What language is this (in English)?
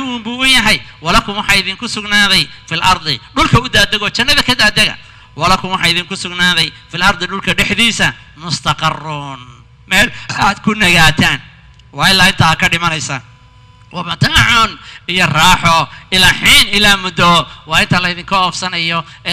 Somali